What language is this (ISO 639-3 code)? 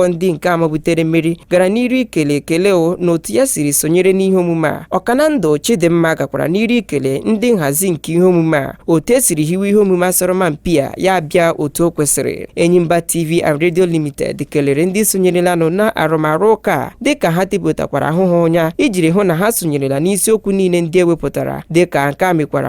ibo